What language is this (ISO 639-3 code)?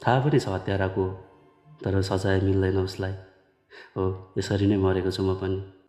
nep